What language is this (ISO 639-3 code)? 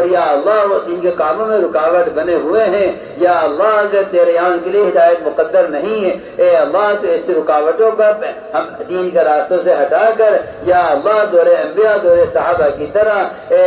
urd